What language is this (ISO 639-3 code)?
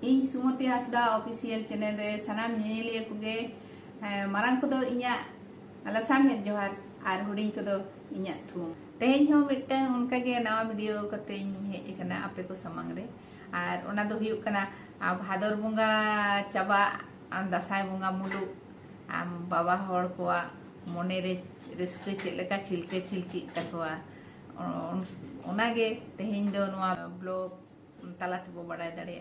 sat